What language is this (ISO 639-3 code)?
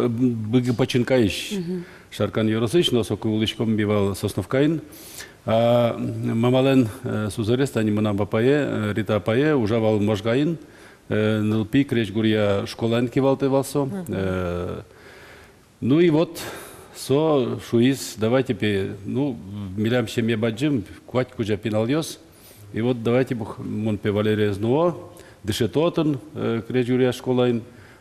udm